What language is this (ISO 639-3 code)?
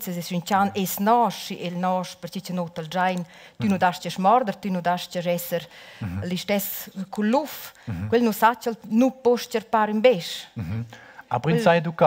roh